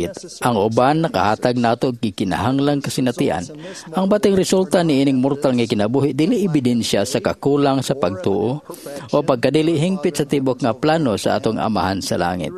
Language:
Cebuano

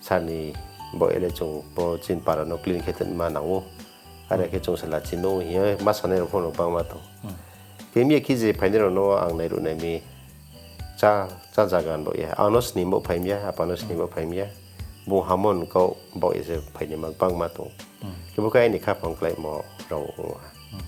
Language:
Riang (India)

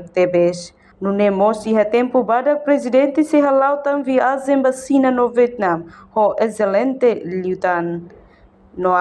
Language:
Tetum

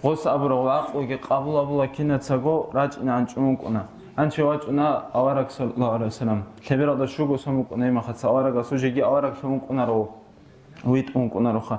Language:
Avaric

